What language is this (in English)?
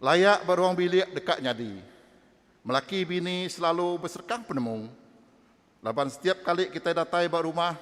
Iban